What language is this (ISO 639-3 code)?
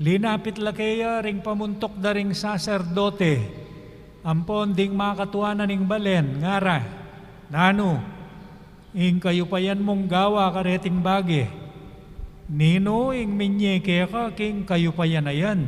pam